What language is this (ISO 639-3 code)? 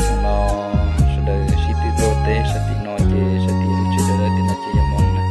hmn